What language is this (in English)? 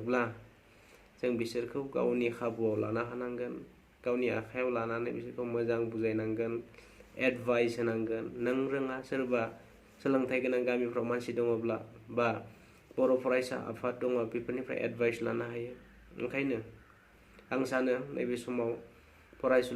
Bodo